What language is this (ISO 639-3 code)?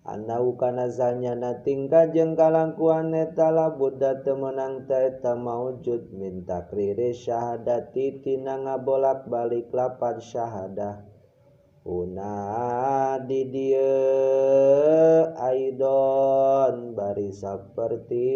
sun